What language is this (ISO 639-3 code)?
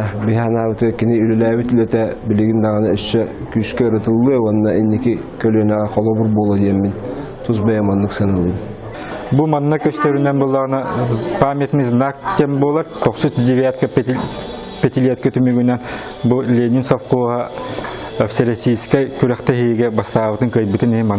sah